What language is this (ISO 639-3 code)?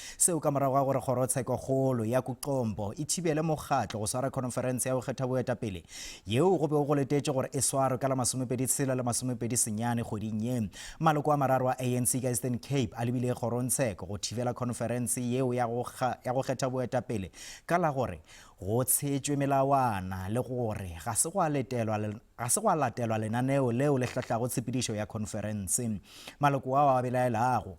nso